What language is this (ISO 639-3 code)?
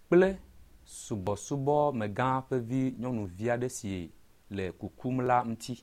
ewe